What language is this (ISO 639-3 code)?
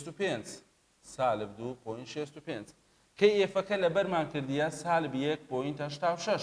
ckb